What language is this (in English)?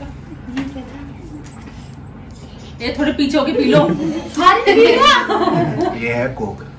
Hindi